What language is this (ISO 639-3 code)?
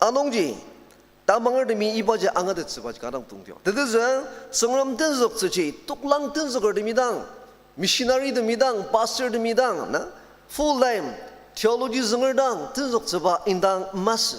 njo